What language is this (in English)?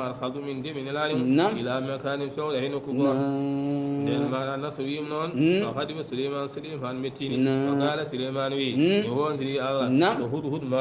Fula